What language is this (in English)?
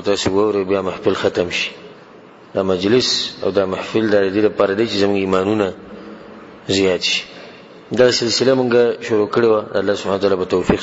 Pashto